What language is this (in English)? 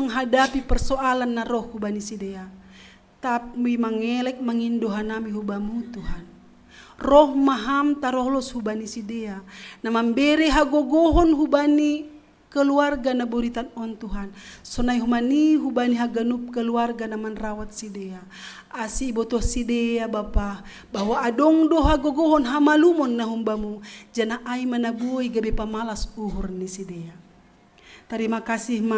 Batak Simalungun